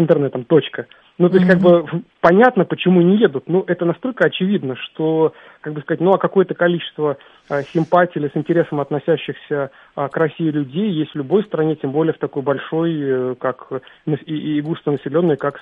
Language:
Russian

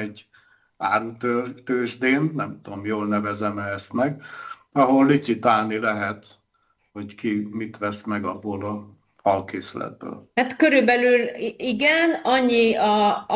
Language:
Hungarian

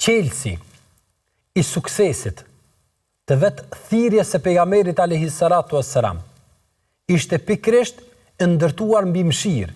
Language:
Albanian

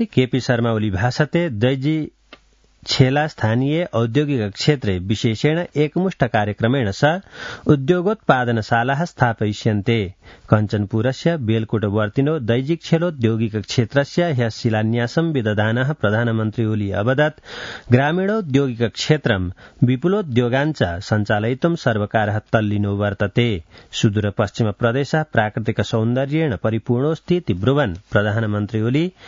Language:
Sanskrit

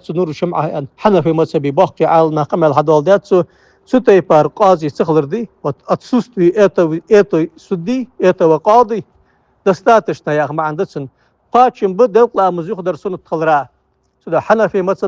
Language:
Ingush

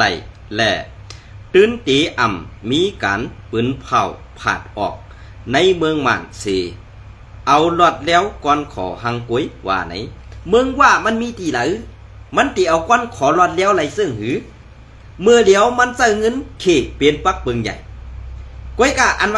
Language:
Shan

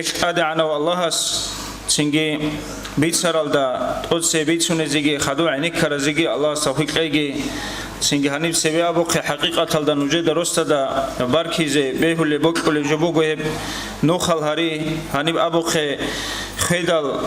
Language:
Avaric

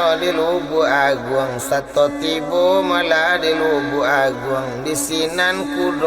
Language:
Minangkabau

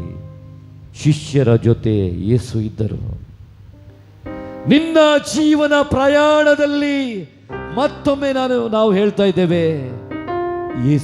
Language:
Kannada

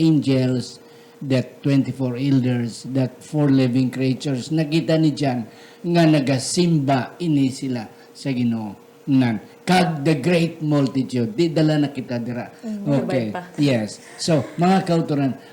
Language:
Hiligaynon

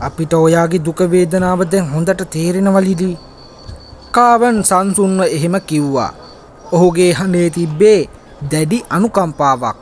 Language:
Sinhala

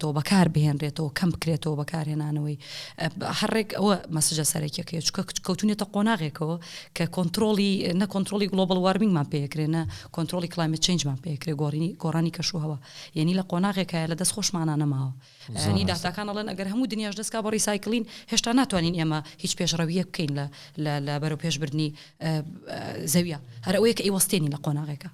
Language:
Central Kurdish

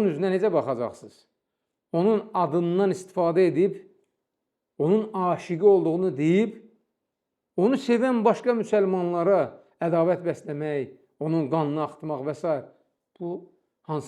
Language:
Azerbaijani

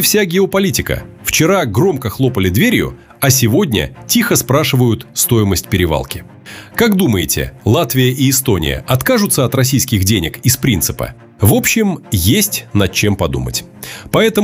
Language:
Russian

